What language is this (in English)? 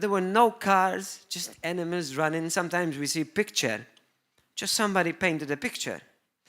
English